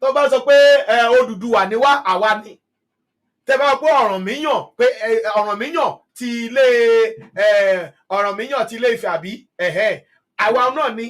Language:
Yoruba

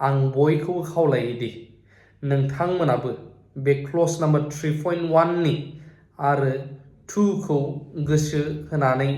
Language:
Bodo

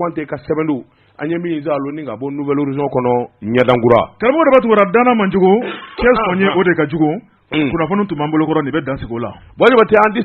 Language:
Bambara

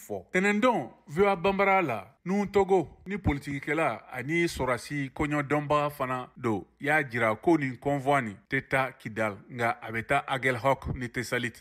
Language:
Bambara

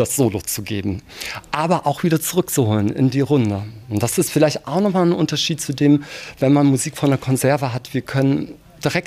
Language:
German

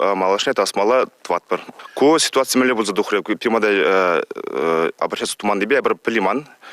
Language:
Chuvash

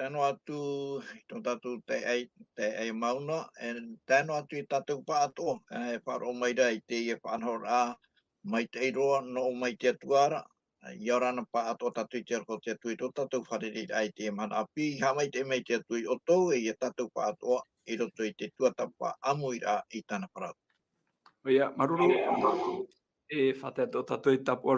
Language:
Tahitian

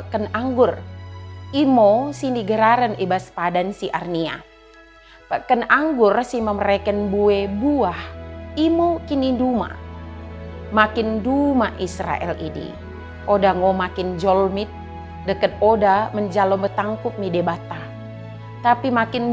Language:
Batak Dairi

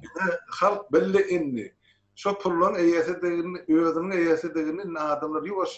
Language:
Turkmen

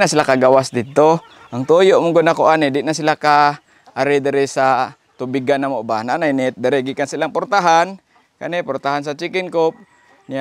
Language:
Cebuano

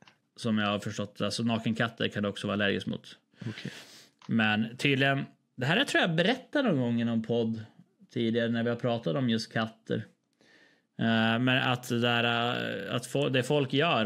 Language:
Swedish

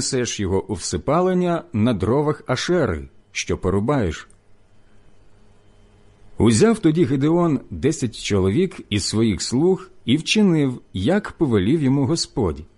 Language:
Ukrainian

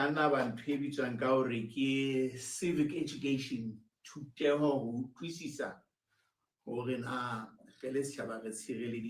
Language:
Southern Sotho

